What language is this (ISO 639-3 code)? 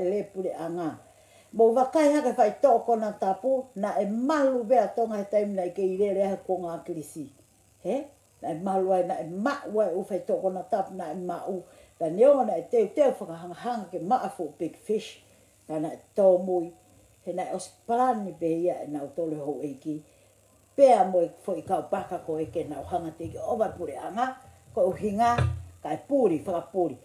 ton